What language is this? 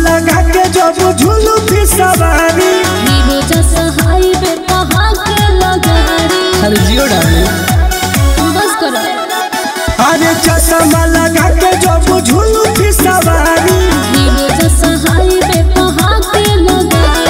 Bhojpuri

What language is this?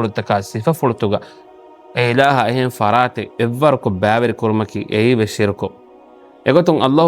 Divehi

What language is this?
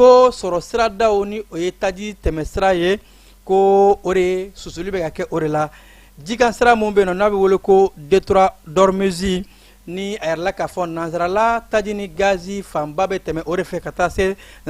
Bambara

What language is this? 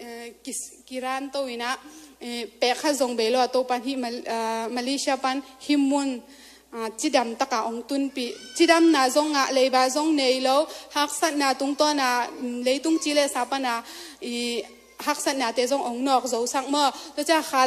Tedim Chin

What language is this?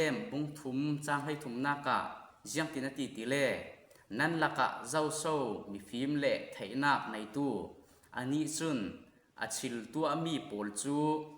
Falam Chin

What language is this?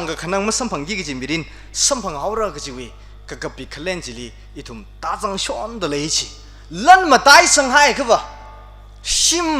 Tangkhul Naga (India)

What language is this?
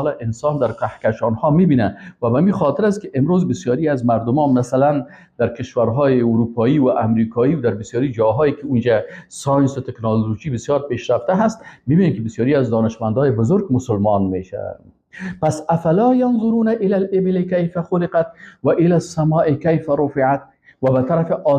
Persian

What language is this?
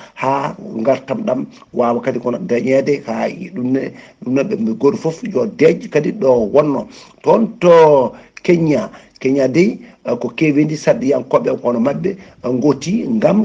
Fula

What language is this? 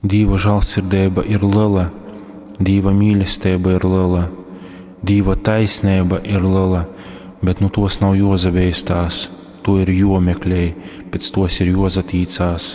Latgalian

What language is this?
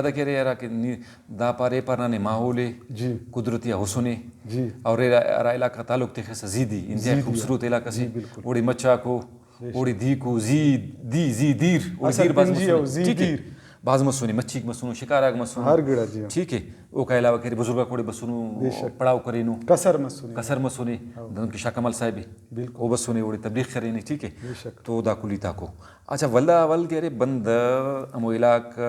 Brahui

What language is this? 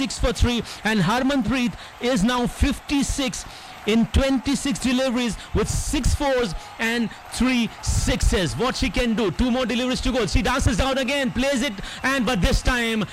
English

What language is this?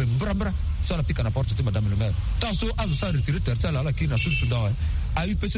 Sango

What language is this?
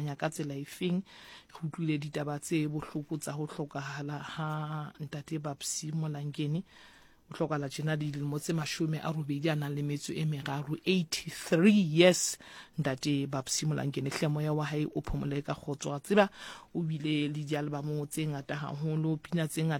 Southern Sotho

